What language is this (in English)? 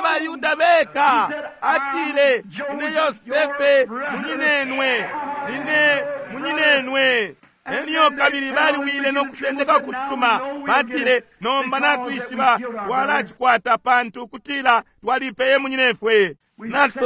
Bemba